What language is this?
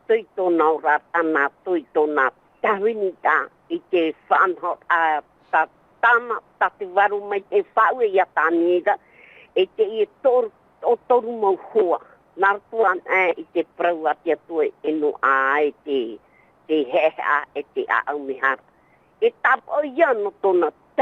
Tahitian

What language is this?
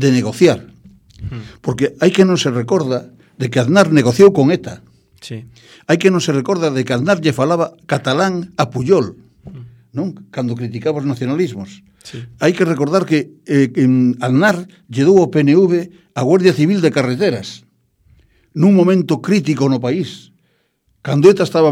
Galician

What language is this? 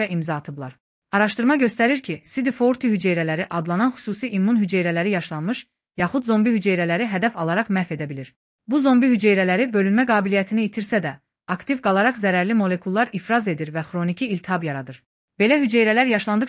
Azerbaijani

